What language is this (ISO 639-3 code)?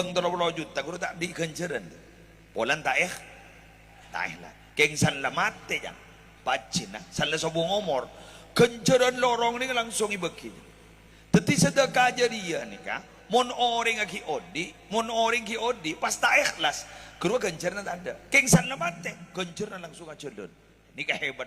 mad